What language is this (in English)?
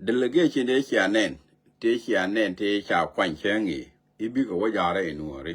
Nuer